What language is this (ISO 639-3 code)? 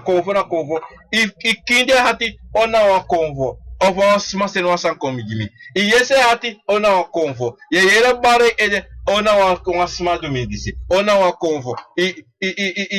srn